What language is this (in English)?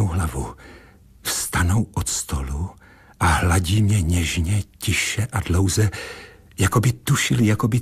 Czech